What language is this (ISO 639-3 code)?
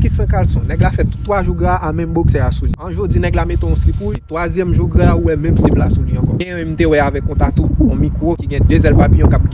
hat